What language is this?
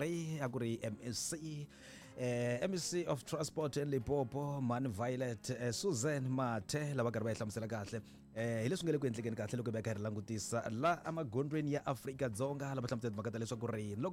Tsonga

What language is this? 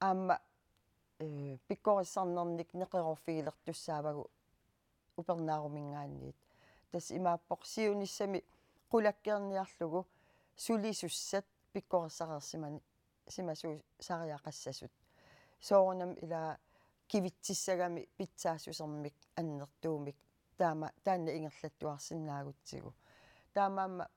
Kalaallisut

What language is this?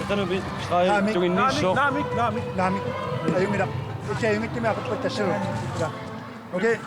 Kalaallisut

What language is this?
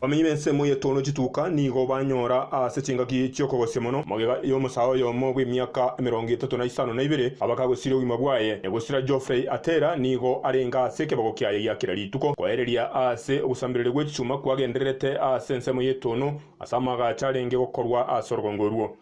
Gusii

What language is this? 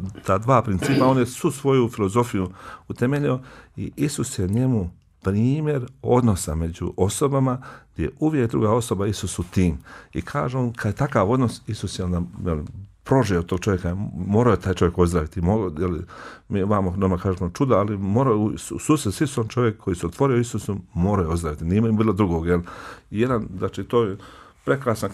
Bosnian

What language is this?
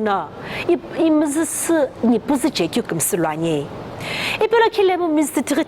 Sumi Naga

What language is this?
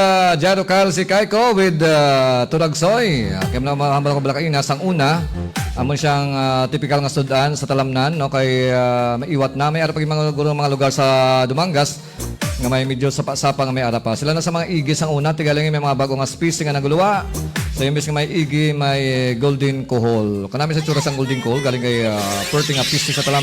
Hiligaynon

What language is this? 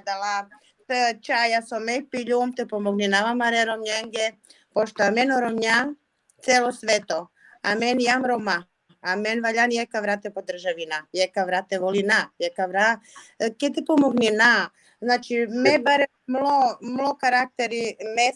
Balkan Romani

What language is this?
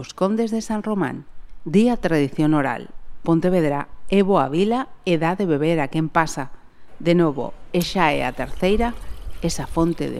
Galician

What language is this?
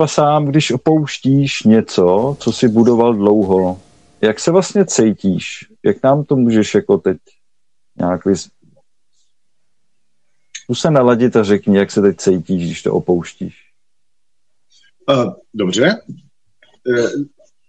Czech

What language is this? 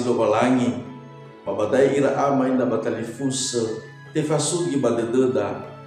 Nias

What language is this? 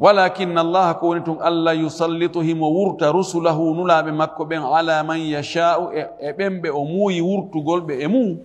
Fula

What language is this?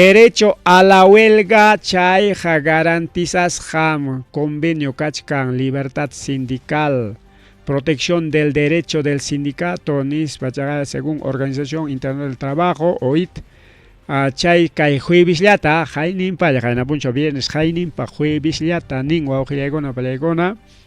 Ayacucho Quechua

